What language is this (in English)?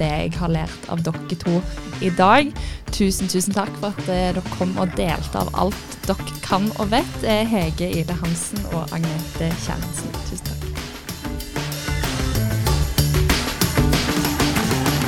Norwegian